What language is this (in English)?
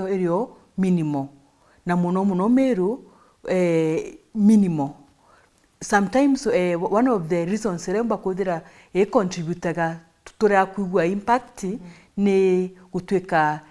Meru